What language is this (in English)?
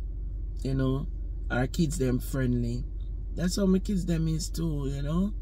Jamaican Creole English